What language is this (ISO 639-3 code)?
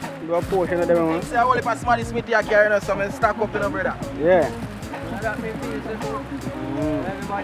jam